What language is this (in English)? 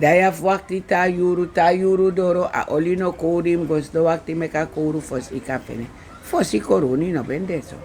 Sranan Tongo